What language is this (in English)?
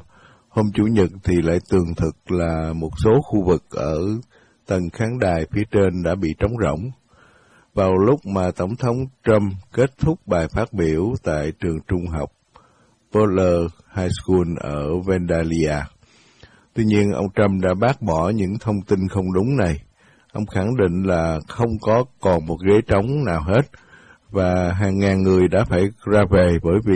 Vietnamese